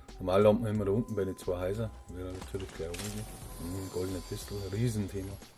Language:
Bavarian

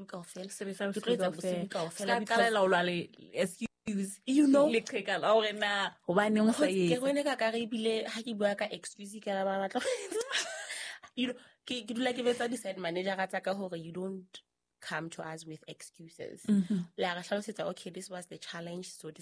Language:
Southern Sotho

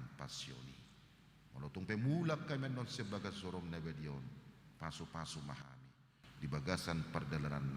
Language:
Batak Toba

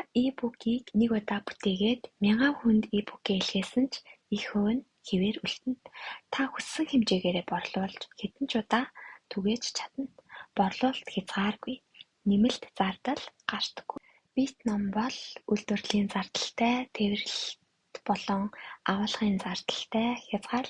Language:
Mongolian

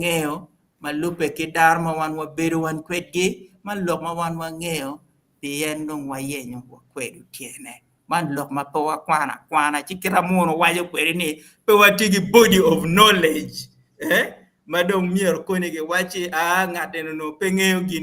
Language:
Acoli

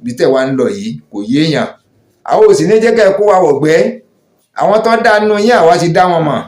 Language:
Yoruba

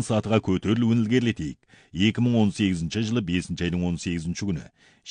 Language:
Kazakh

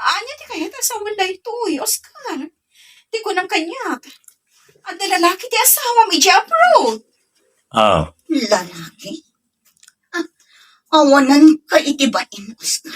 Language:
Iloko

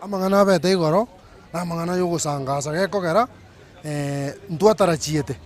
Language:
Gusii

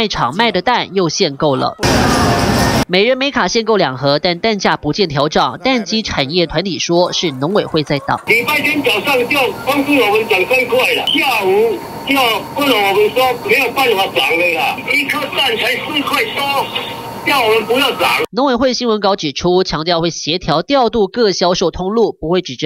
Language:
Chinese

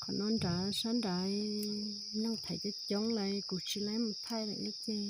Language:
Hmong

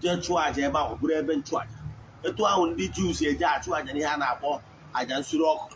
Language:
Igbo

